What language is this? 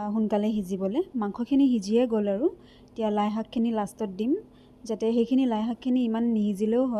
Assamese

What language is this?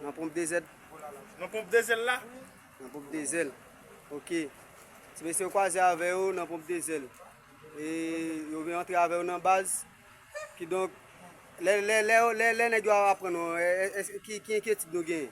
Haitian Creole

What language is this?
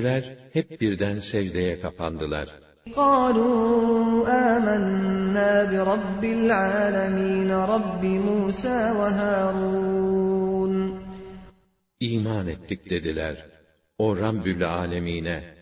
Turkish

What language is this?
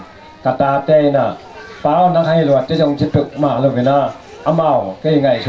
Tedim Chin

